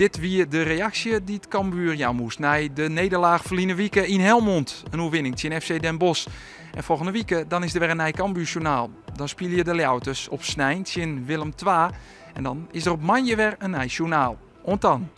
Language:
Western Frisian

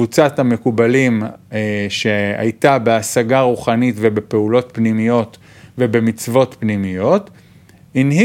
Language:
Hebrew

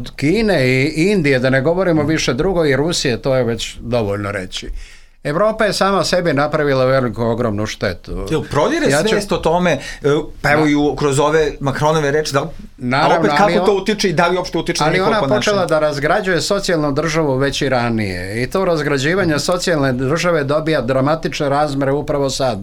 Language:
Serbian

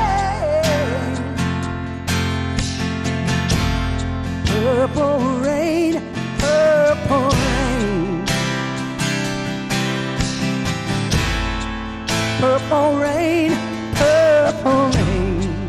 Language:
English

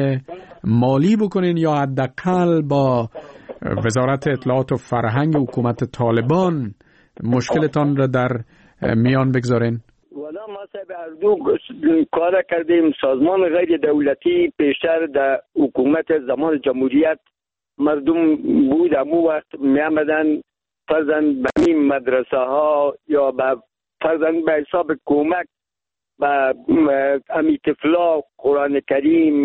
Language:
Persian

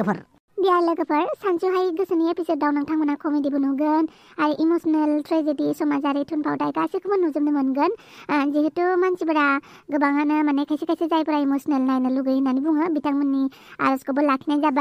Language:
Bodo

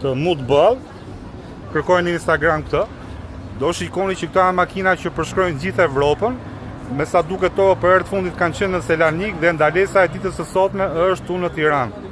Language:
Albanian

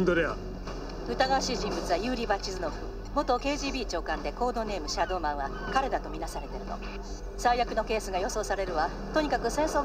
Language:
Japanese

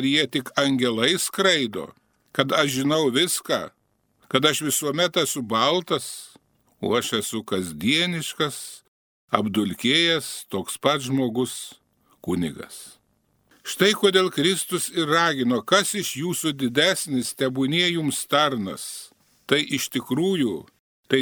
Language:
Lithuanian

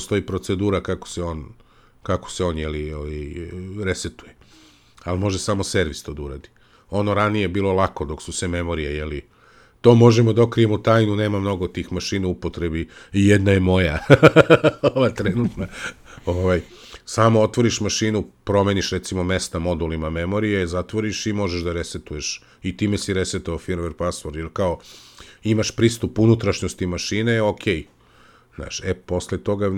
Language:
Serbian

